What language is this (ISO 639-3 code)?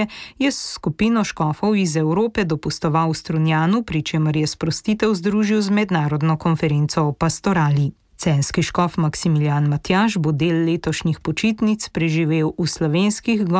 slv